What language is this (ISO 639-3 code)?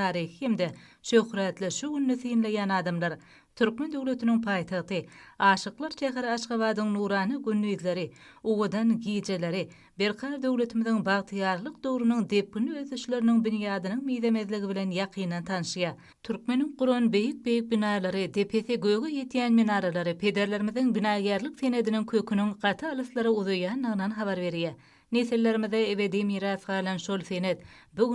tuk